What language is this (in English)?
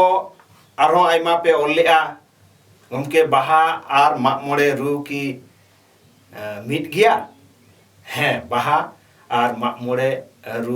Santali